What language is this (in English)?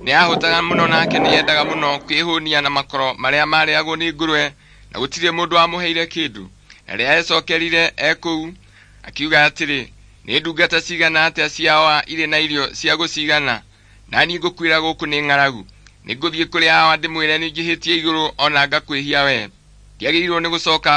Kikuyu